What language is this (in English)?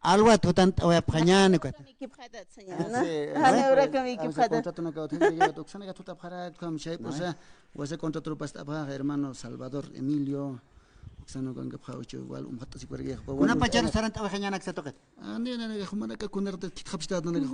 Aymara